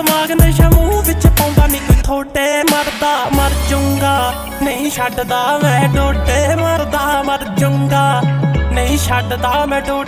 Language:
Punjabi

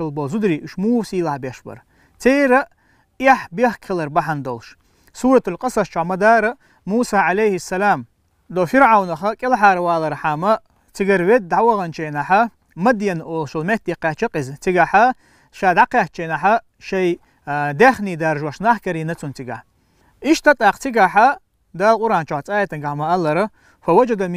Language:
Chechen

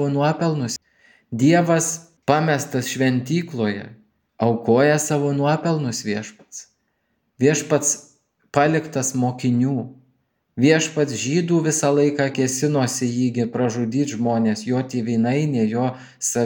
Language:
Lithuanian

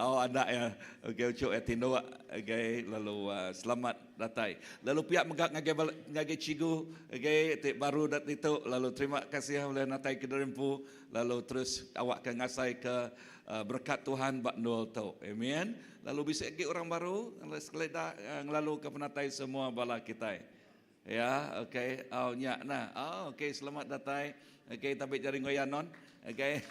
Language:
Iban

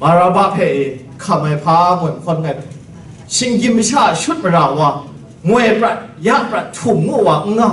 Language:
Kachin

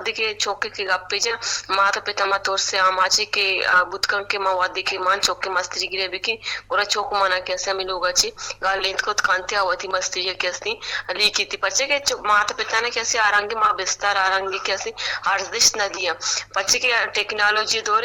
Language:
Eastern Balochi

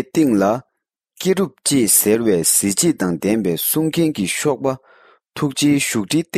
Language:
Tibetan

